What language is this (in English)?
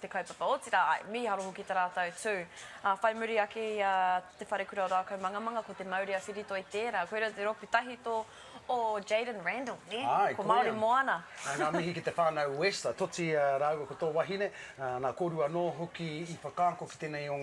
Māori